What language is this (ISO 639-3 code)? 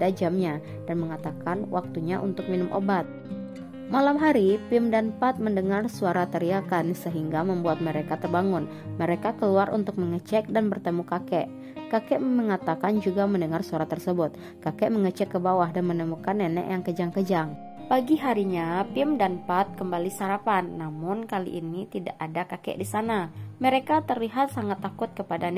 ind